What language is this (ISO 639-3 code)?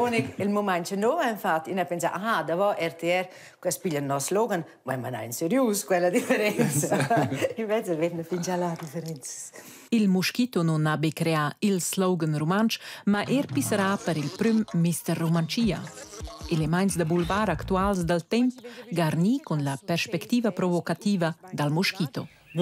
roh